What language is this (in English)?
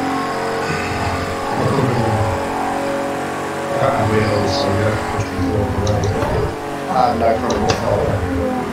English